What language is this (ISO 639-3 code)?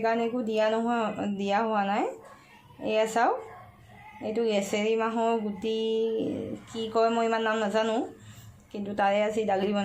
asm